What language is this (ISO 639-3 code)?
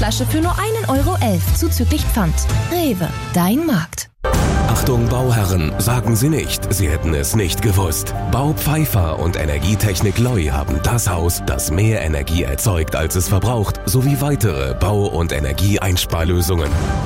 deu